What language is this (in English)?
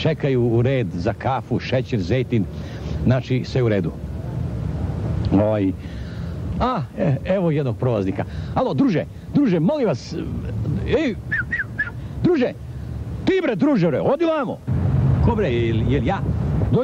Serbian